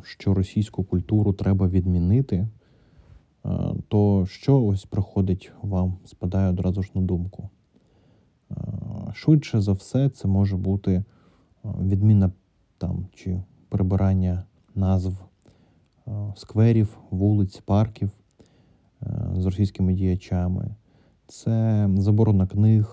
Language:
Ukrainian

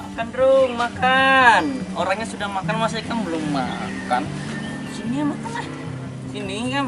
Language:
Banjar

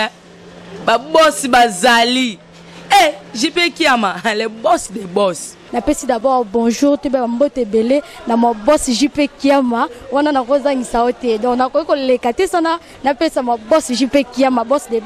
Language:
Lingala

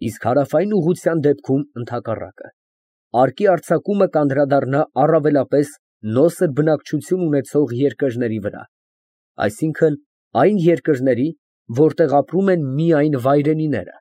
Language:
Armenian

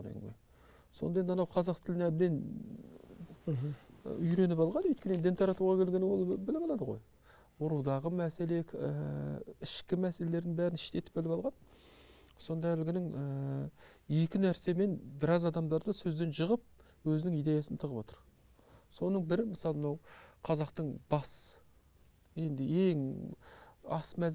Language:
Kazakh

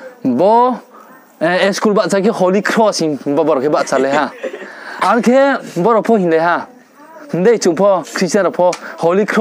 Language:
Riang (India)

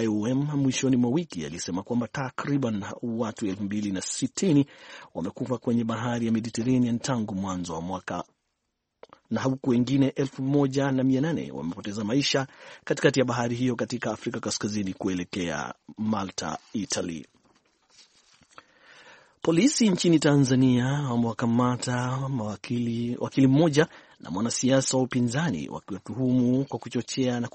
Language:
Swahili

